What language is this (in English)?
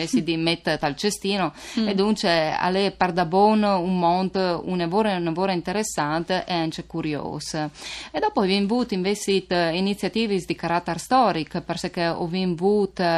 Friulian